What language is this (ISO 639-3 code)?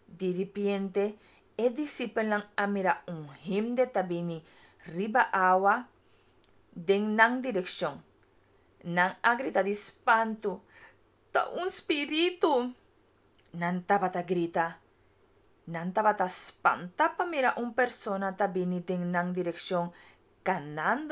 pap